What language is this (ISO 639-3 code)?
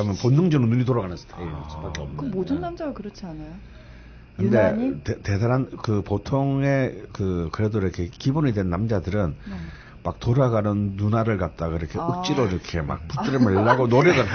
kor